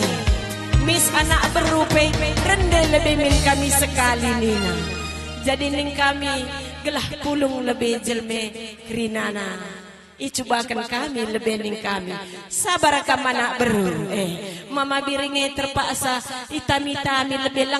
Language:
Batak Karo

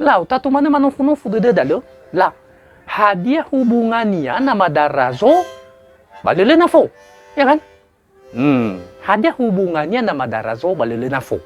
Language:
Nias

